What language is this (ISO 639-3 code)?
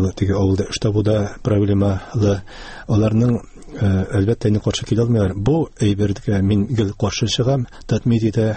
tat